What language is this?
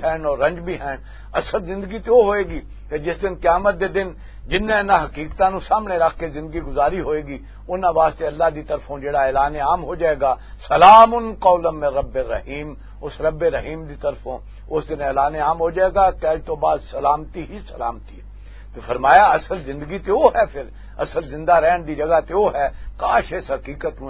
Western Panjabi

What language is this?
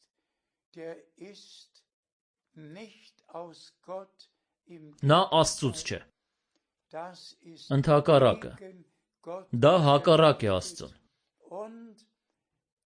Armenian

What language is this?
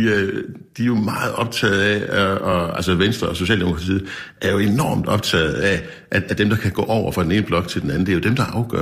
Danish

